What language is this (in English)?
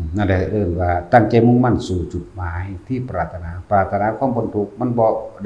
Northeastern Thai